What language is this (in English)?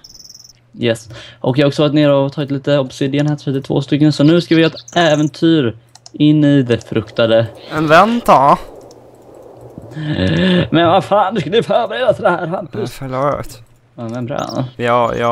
Swedish